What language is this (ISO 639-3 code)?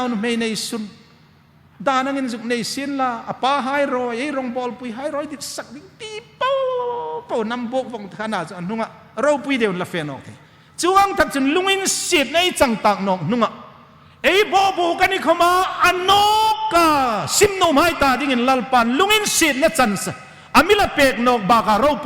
hmr